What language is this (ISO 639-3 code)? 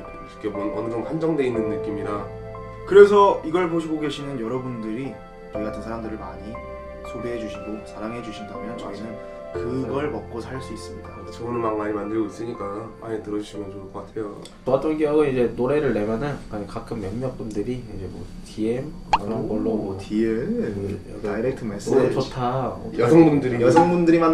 kor